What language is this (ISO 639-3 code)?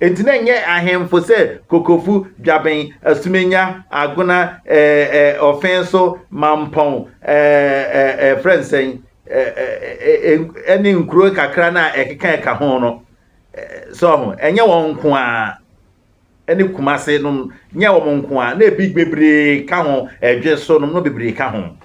aka